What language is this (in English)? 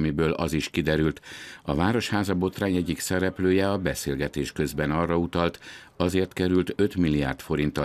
Hungarian